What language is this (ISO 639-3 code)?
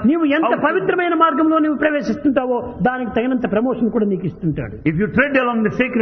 tel